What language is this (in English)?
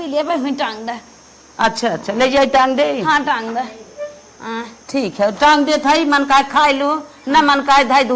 Awadhi